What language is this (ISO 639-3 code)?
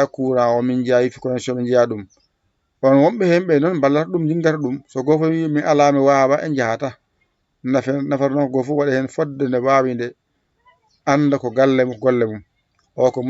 ful